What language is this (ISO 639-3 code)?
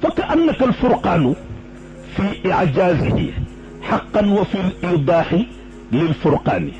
wol